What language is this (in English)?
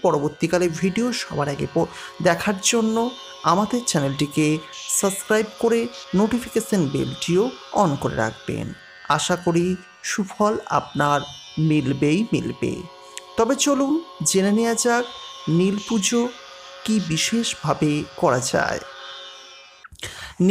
Bangla